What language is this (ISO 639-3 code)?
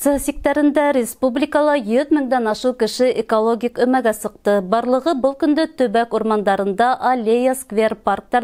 bak